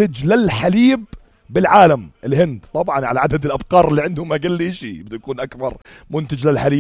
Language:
North Levantine Arabic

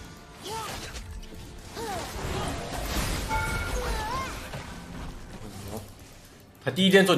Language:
Chinese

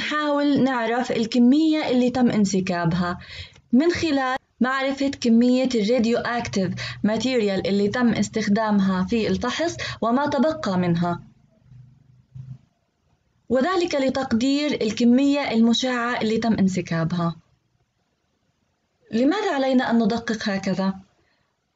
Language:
Arabic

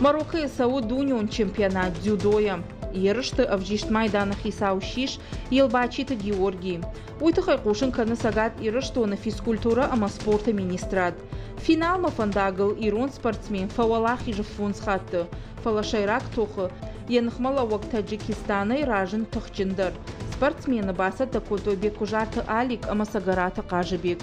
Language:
Ossetic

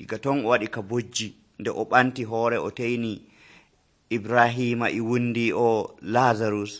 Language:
Nigerian Fulfulde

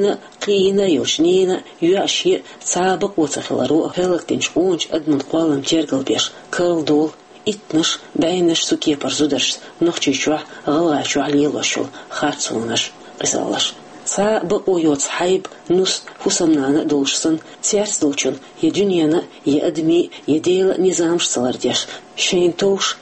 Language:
Chechen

